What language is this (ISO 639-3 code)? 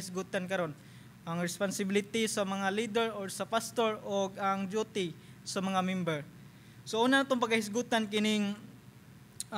ceb